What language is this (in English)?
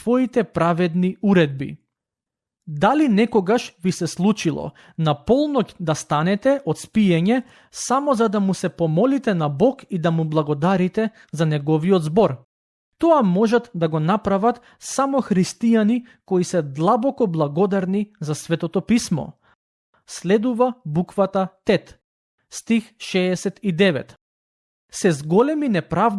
Macedonian